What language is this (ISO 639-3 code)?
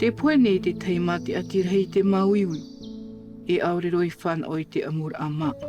tah